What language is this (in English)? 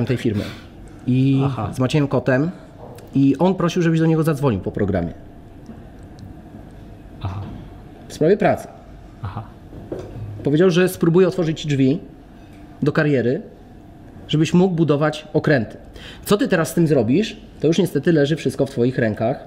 Polish